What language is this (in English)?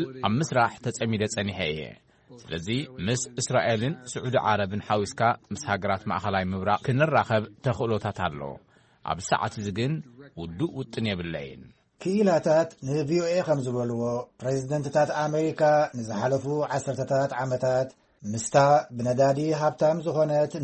Tigrinya